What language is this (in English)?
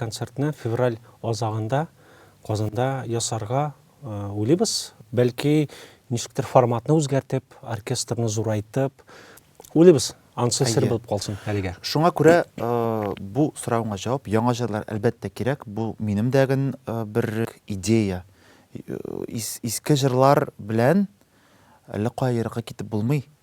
Tatar